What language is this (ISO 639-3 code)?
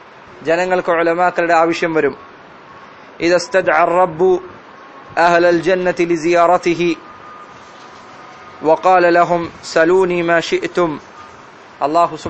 mal